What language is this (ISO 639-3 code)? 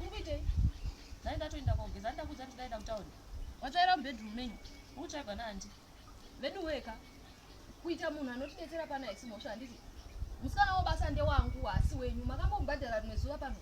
sna